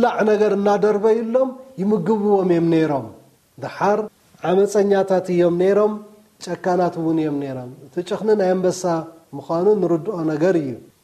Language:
Tigrinya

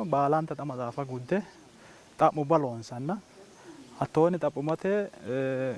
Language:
Sidamo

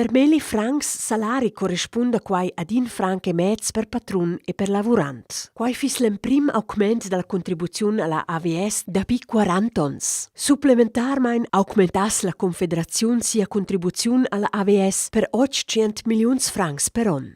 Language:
Romansh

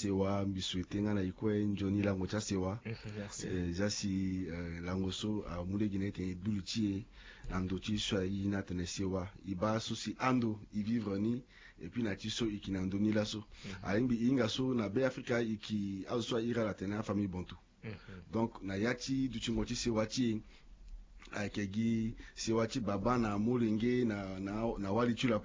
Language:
Sango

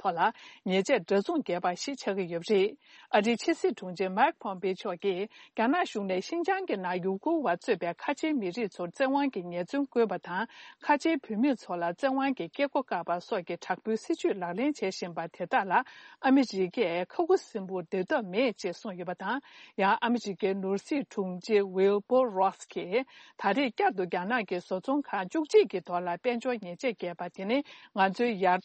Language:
Tibetan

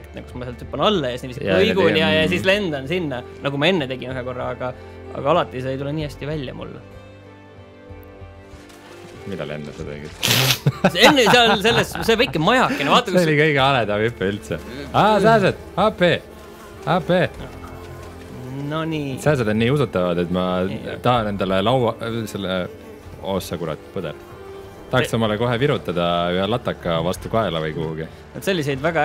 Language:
Estonian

